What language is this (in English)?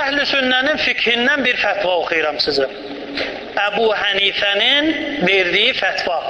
Azerbaijani